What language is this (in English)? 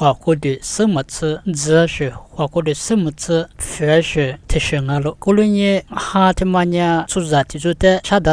Lisu